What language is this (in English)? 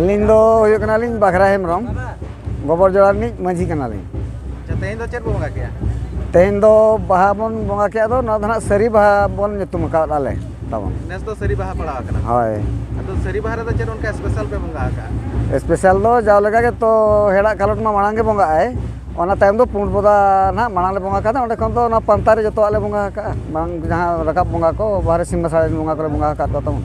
Santali